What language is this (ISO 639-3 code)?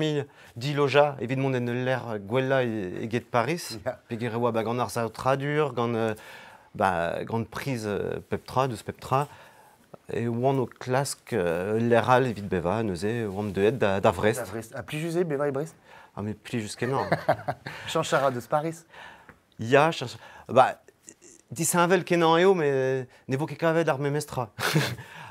bre